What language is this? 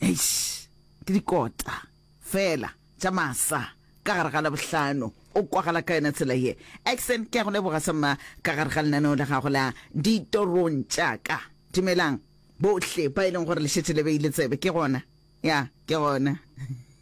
Northern Sotho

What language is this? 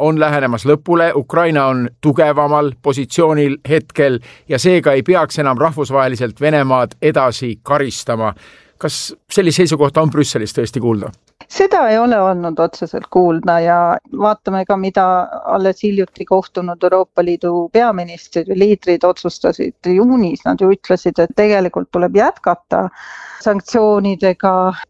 Estonian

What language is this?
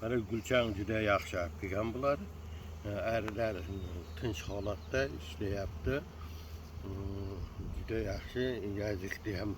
Uzbek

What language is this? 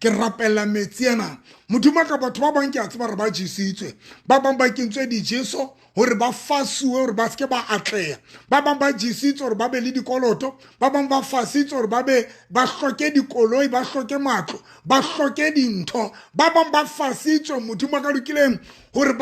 Southern Sotho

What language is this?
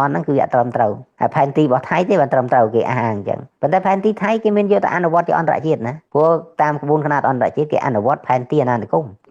Khmer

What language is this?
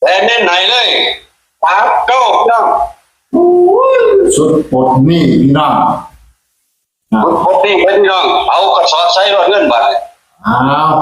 Lao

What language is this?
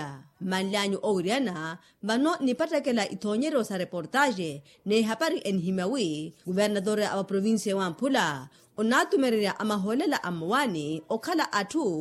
Makhuwa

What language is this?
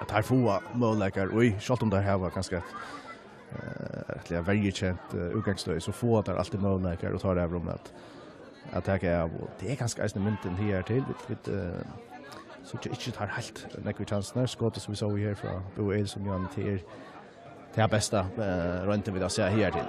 Faroese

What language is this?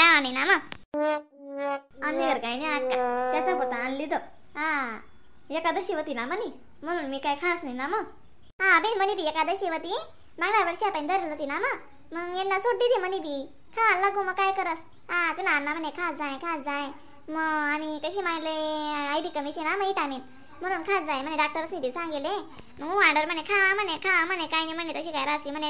Khandesi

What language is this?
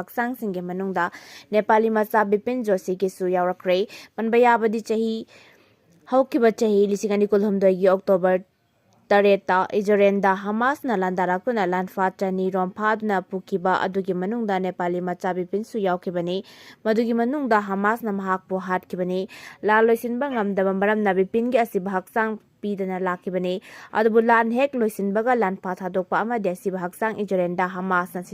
Manipuri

